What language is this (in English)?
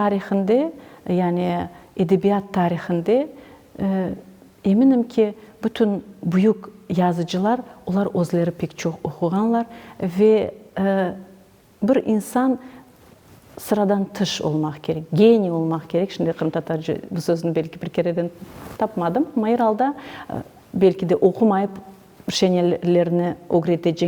Crimean Tatar